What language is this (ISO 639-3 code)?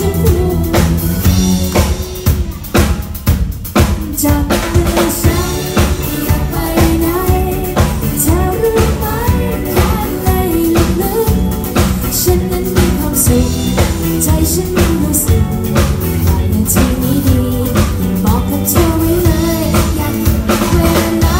tha